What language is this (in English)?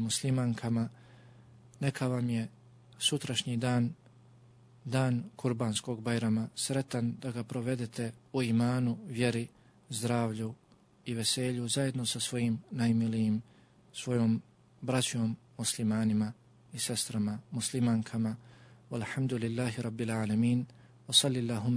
Bosnian